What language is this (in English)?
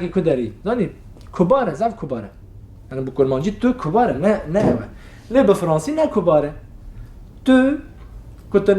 Kurdish